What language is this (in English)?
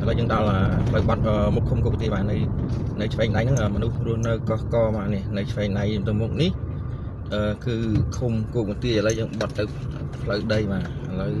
Khmer